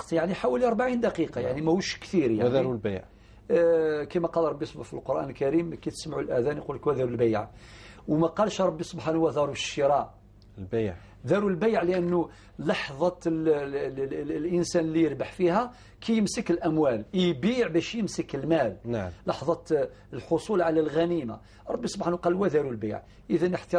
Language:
Algerian Arabic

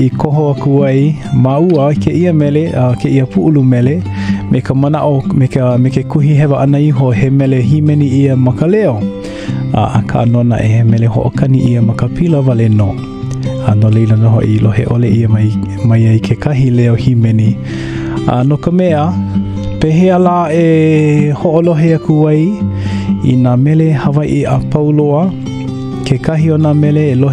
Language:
Hawaiian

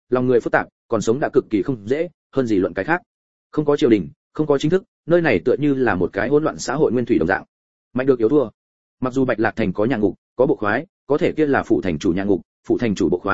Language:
Vietnamese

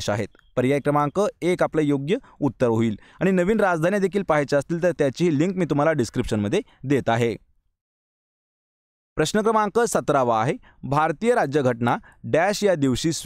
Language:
Marathi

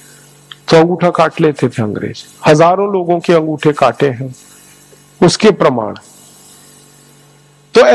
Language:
Hindi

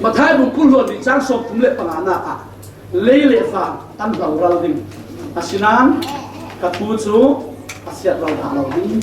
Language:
Falam Chin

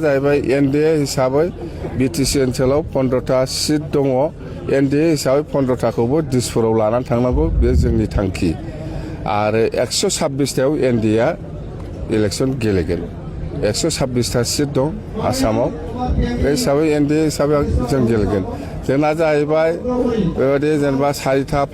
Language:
Bodo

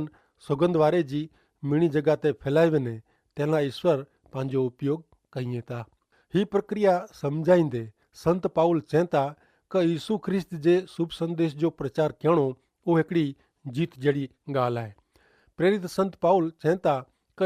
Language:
Kachhi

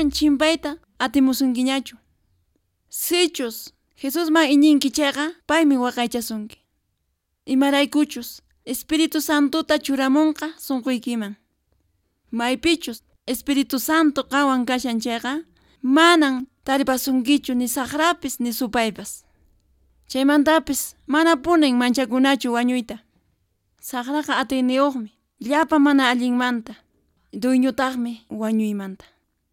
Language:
Quechua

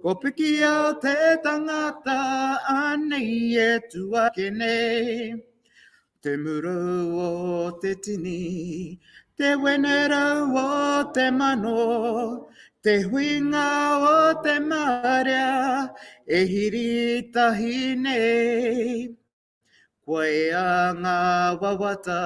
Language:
Māori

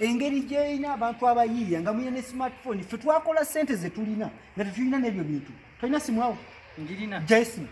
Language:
Ganda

